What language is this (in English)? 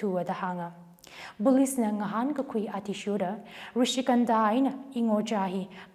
Tangkhul Naga (India)